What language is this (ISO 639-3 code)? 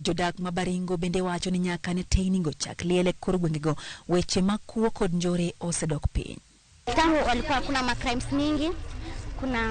luo